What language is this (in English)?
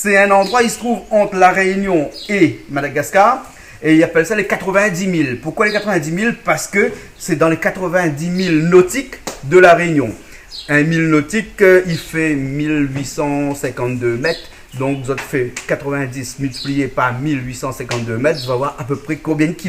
Réunion Creole French